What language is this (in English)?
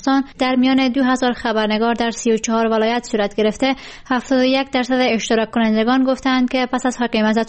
Persian